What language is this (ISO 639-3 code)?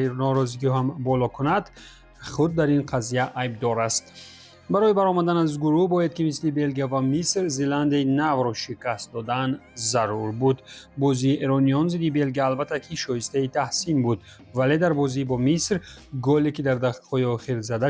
tgk